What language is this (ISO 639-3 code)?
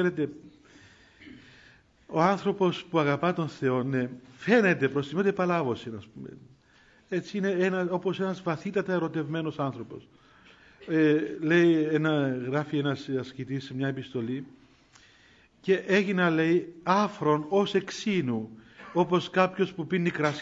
ell